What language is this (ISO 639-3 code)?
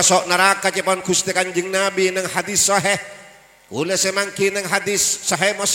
mad